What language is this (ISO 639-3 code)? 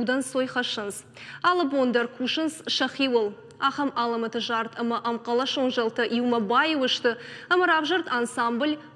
oss